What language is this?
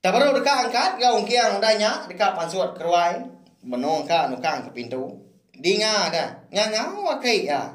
Iban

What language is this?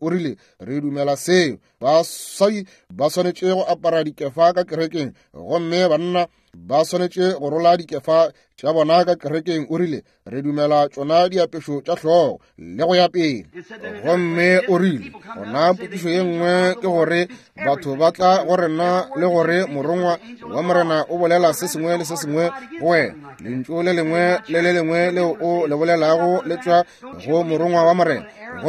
Northern Sotho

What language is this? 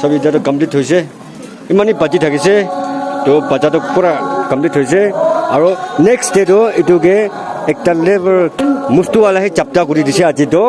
Naga Pidgin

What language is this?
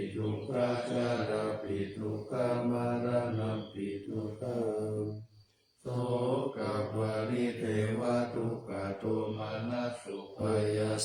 Pali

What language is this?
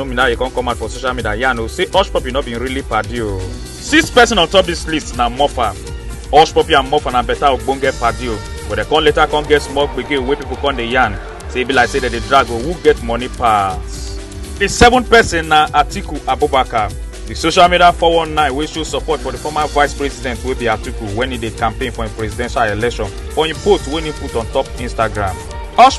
Nigerian Pidgin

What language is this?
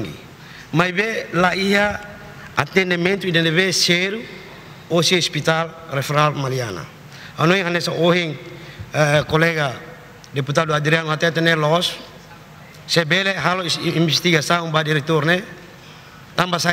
Tetum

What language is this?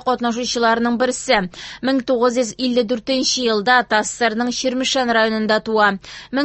Tatar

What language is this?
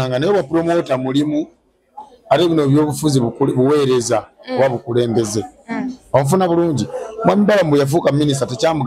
Ganda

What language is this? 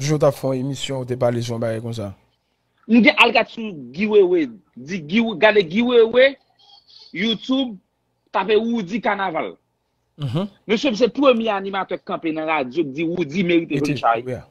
Haitian Creole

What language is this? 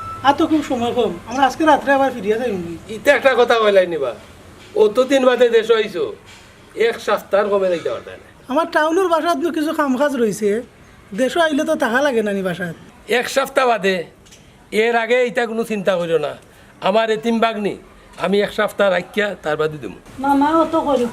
Sylheti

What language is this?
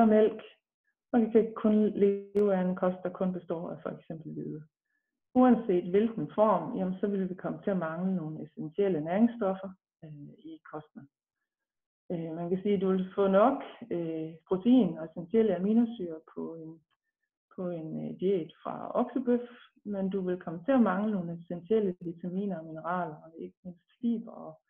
Danish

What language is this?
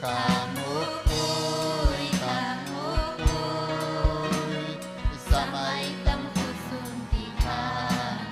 Ayacucho Quechua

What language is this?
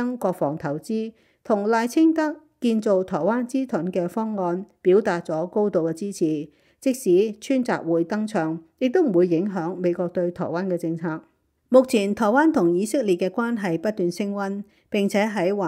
Cantonese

